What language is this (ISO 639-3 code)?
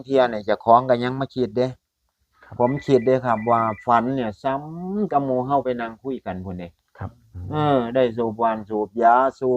tts